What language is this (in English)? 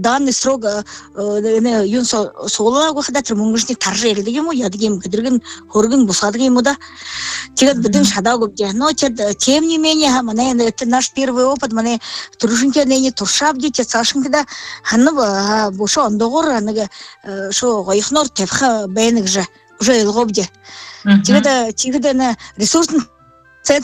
Buriat